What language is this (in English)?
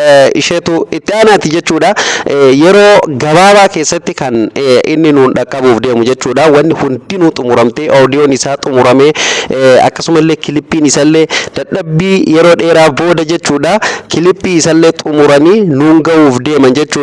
Oromo